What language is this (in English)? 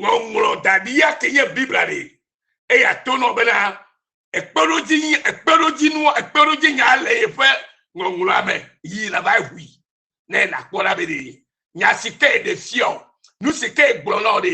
Ewe